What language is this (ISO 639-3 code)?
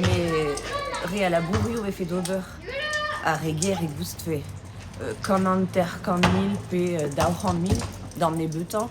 bre